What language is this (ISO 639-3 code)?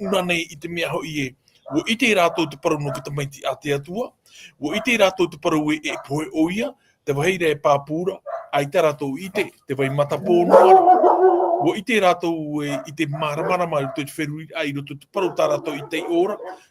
tah